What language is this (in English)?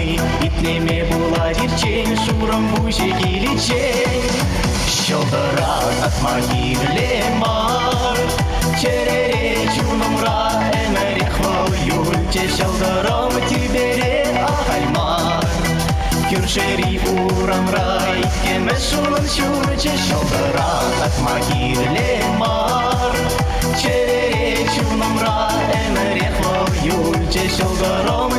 Chuvash